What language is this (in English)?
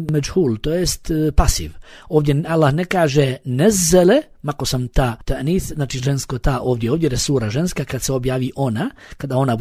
Bosnian